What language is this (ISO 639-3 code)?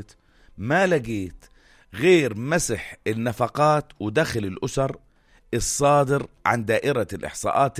apc